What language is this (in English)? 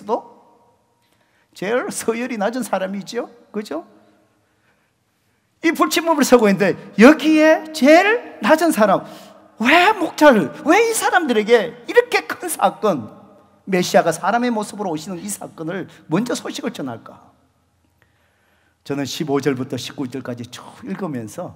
Korean